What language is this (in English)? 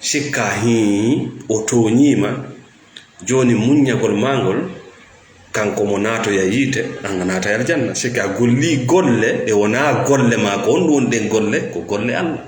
Fula